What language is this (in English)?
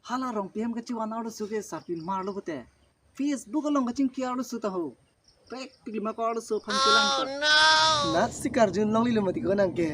Karbi